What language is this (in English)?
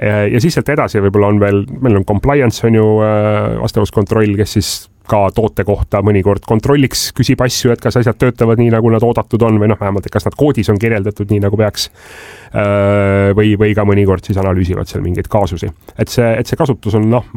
Estonian